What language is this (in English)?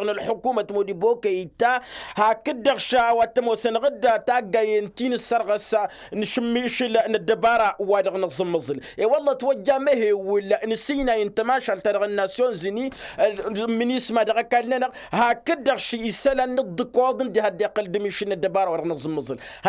Tamasheq